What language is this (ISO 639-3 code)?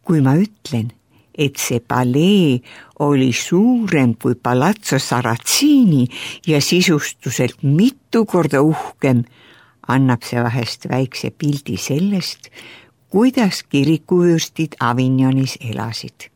est